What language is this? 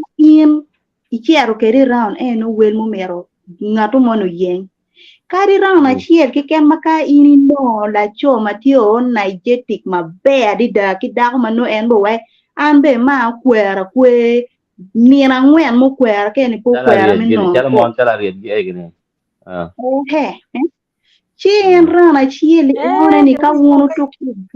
Acoli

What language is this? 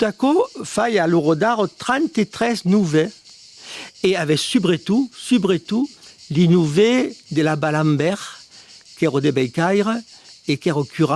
Occitan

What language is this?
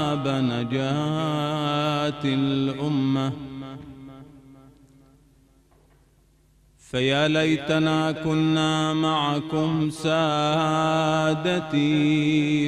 Arabic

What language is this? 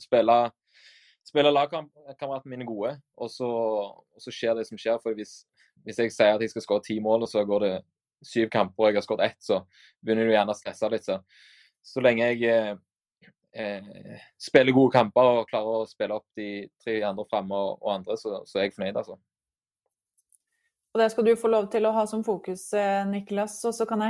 Norwegian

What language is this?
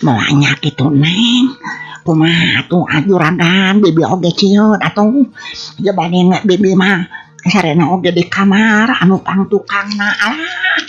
Sundanese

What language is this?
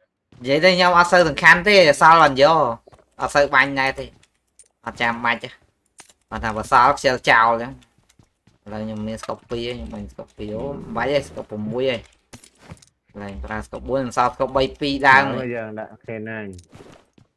Vietnamese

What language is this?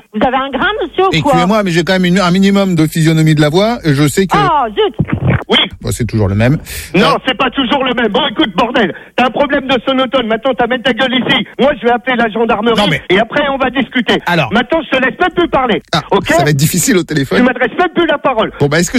French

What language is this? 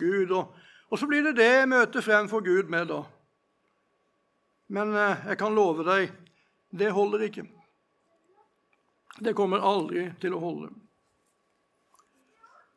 Norwegian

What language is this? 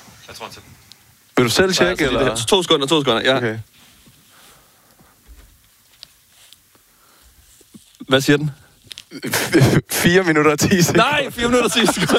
Danish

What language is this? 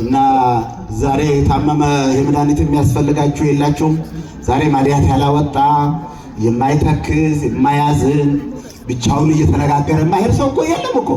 Amharic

